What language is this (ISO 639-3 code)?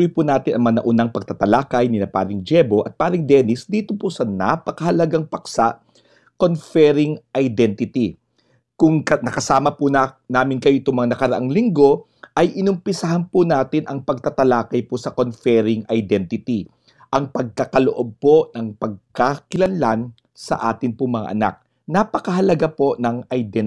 fil